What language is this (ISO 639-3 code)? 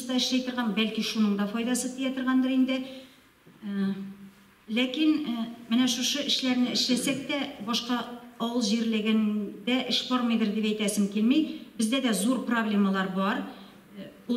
tat